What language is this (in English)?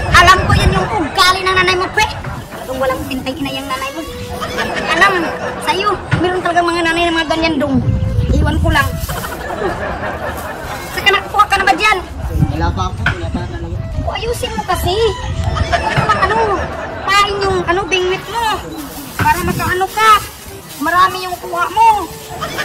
Filipino